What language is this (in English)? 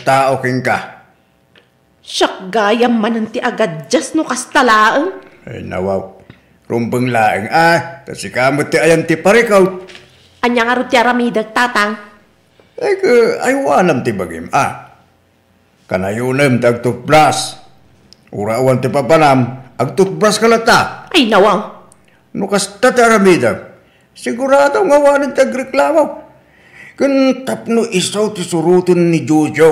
Iloko